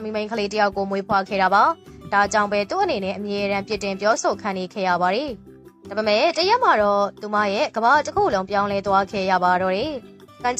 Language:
Burmese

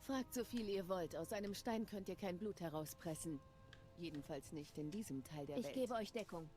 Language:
Swiss German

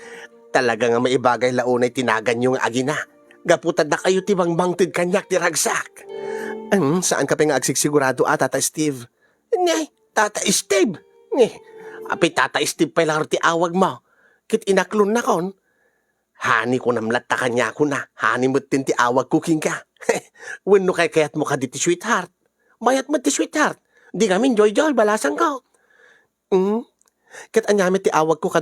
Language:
Iloko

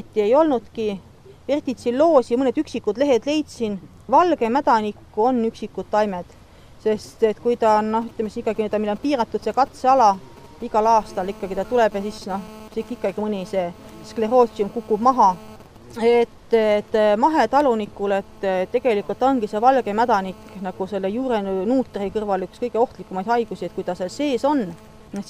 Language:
Estonian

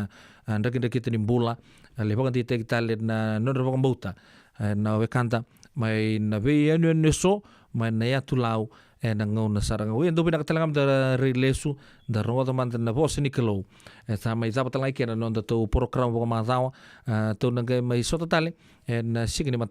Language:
Fijian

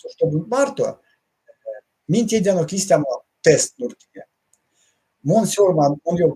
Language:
Erzya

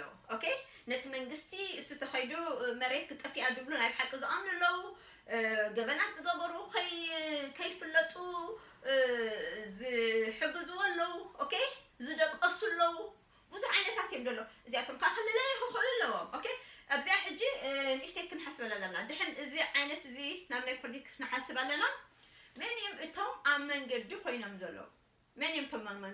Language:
Tigrinya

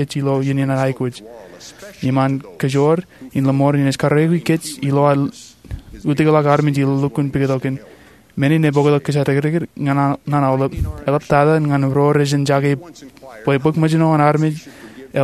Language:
Marshallese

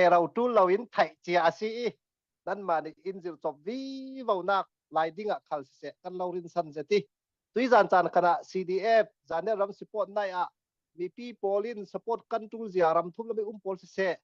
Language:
Falam Chin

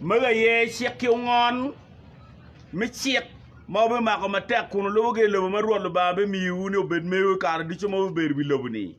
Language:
Acoli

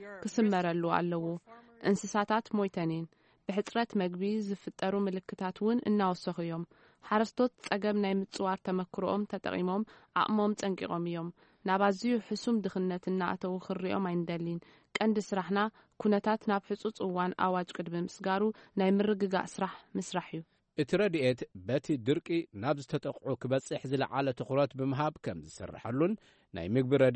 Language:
Tigrinya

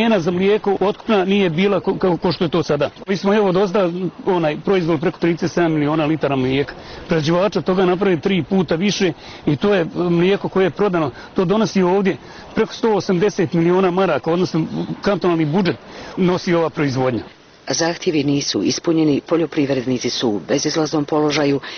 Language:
Bosnian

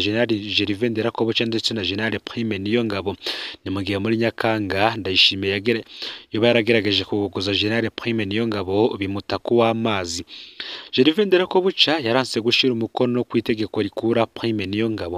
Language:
Rundi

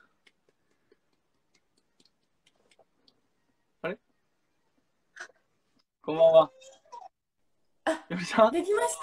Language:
Japanese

